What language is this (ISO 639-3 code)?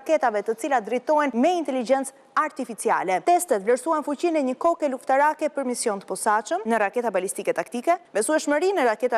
sqi